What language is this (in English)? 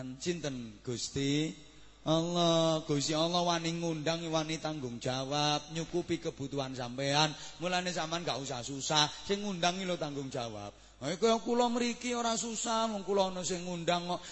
Javanese